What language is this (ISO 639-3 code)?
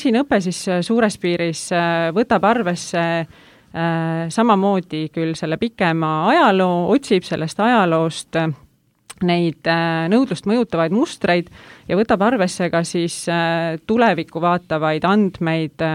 est